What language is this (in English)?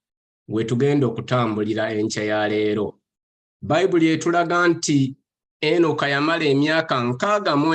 Ganda